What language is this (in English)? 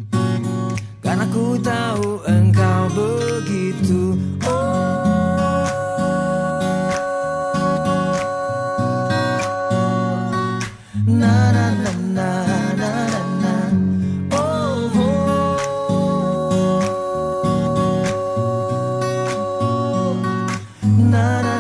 Indonesian